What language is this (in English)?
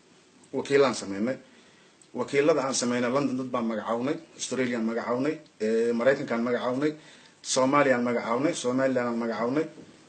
Somali